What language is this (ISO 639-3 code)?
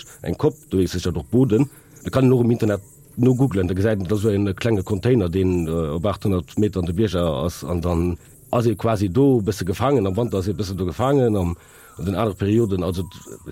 ltz